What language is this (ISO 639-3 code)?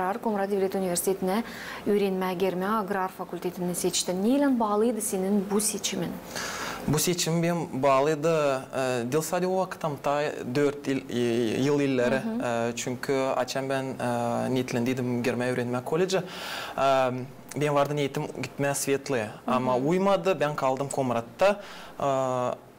gag